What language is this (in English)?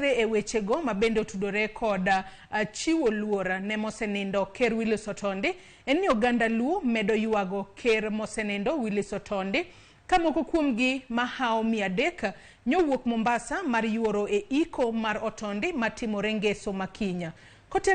Luo (Kenya and Tanzania)